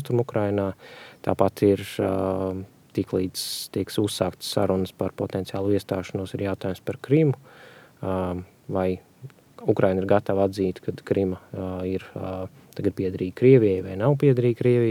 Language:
Latvian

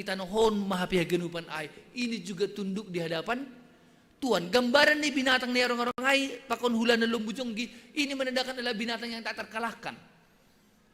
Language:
Batak Simalungun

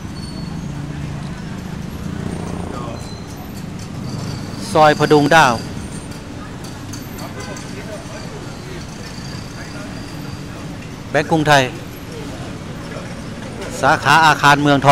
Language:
Thai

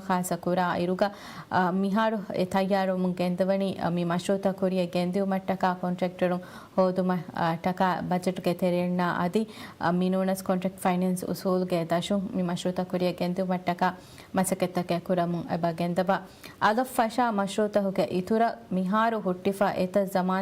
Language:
Divehi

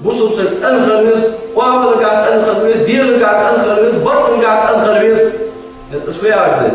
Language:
Ingush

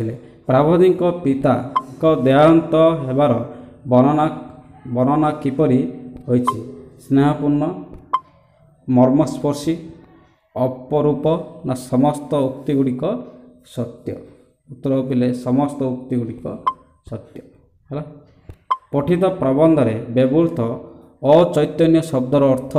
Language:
Odia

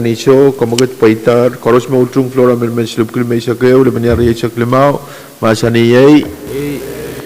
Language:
Pohnpeian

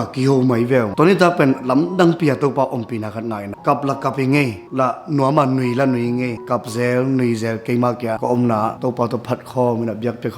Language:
Tedim Chin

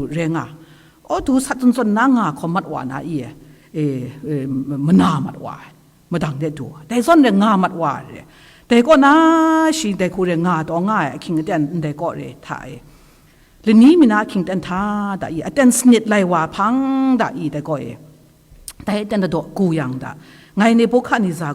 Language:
Kachin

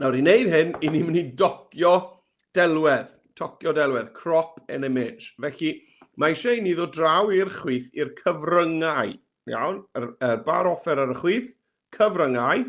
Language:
Welsh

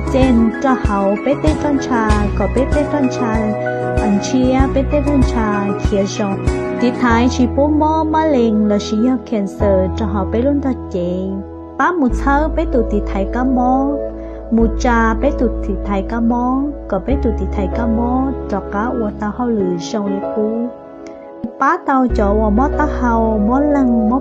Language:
Hmong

